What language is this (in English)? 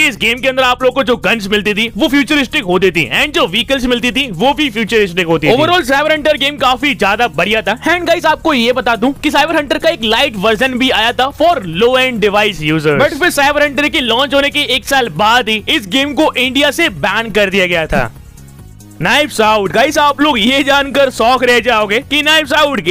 Hindi